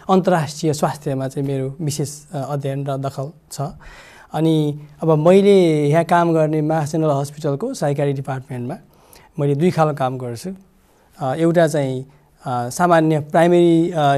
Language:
Nepali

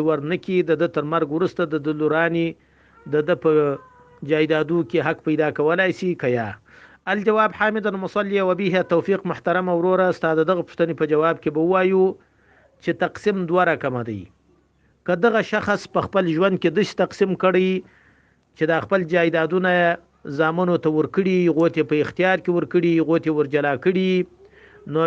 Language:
Pashto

